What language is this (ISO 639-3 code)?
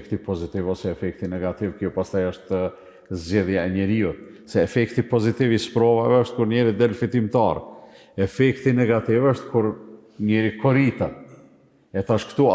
sqi